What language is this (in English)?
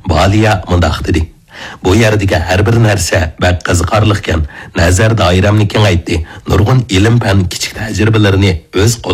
Uyghur